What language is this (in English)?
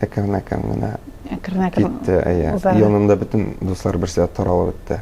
Tatar